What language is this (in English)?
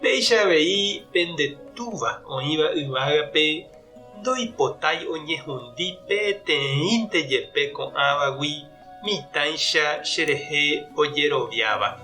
Guarani